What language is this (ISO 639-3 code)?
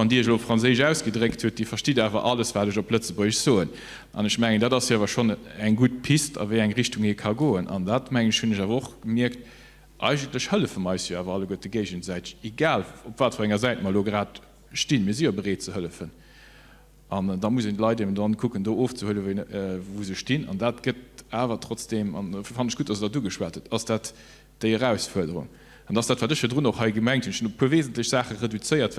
ltz